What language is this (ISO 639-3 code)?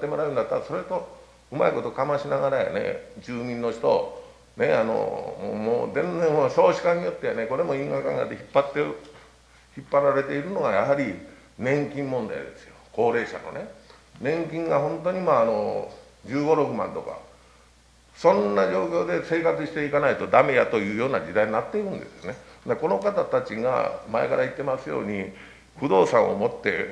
jpn